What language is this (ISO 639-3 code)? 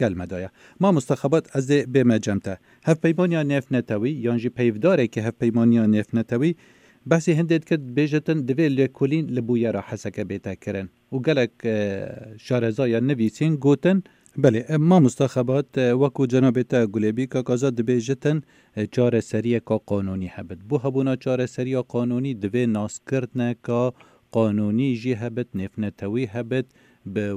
kur